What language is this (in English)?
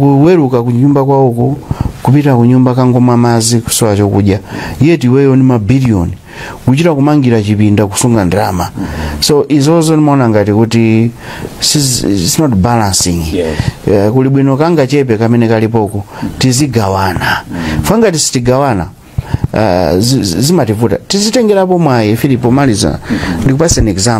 Nyanja